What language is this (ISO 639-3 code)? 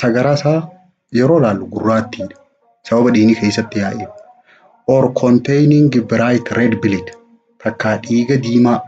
orm